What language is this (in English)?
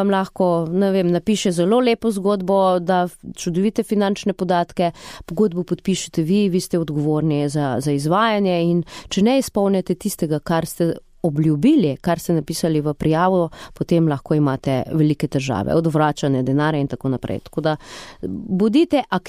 Slovenian